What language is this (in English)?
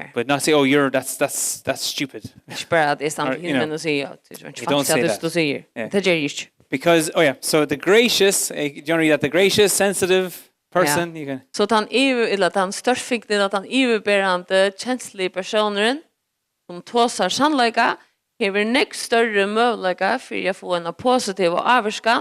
Faroese